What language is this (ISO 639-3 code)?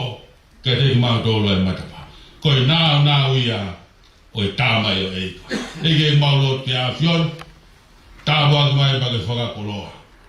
ton